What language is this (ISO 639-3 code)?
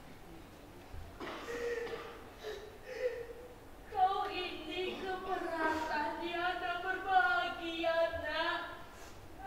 ind